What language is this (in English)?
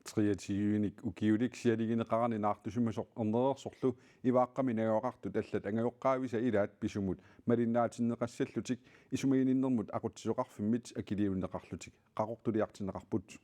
Kalaallisut